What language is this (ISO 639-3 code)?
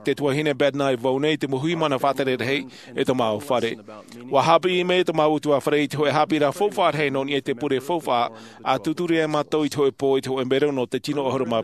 tah